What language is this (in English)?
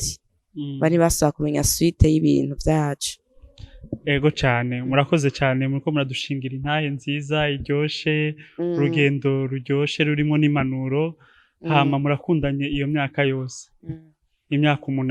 Rundi